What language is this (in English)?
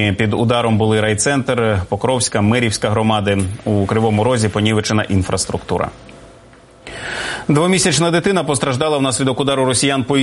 Ukrainian